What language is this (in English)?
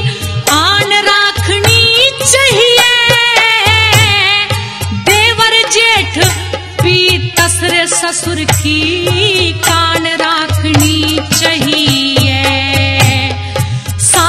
Haryanvi